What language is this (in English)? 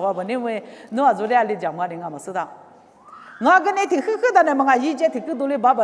Lisu